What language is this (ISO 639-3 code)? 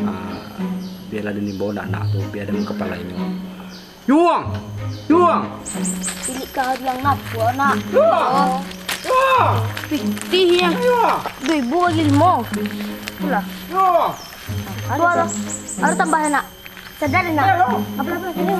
min